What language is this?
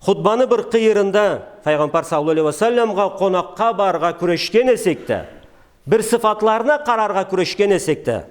Karachay-Balkar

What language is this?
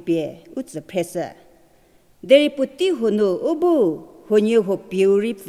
Angami Naga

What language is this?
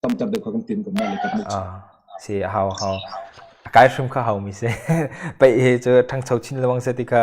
Hakha Chin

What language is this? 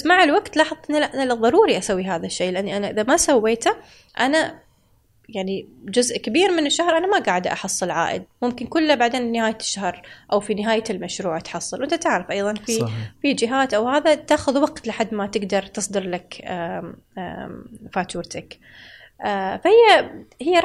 Gulf Arabic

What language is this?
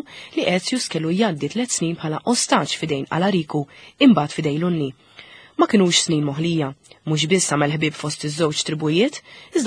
Maltese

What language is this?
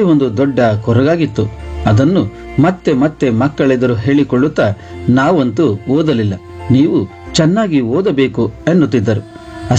Kannada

